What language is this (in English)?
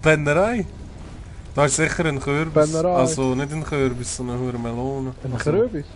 Swiss German